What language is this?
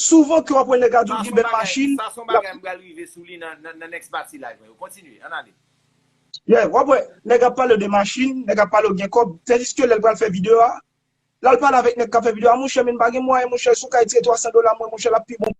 Haitian Creole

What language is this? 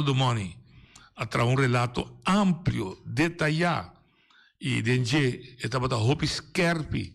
Papiamento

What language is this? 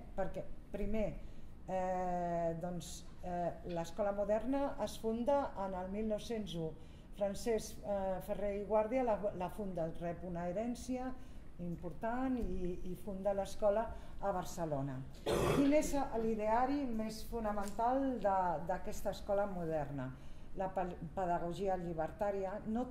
Catalan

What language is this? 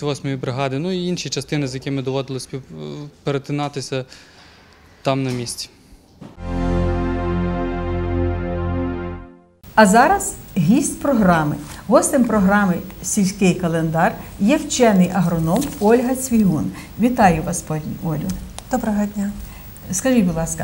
Ukrainian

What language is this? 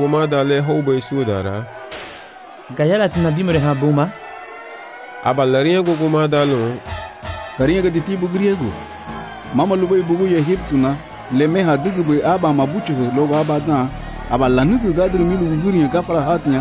Garifuna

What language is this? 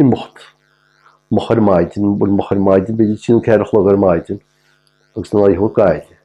Irish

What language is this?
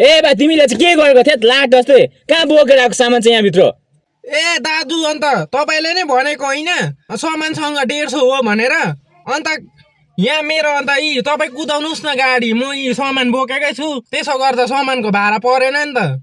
Nepali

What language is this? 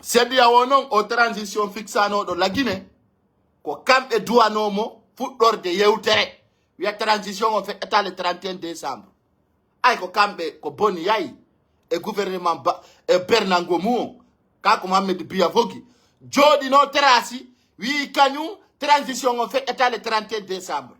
Pular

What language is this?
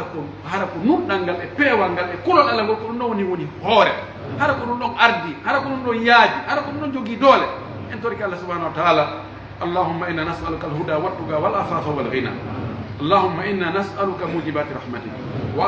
Pular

